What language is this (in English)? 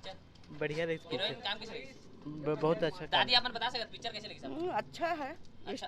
Chhattisgarhi